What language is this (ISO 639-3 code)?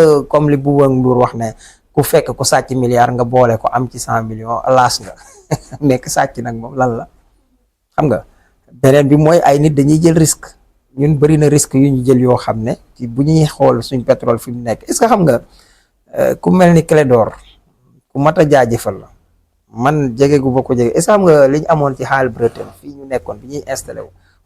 wol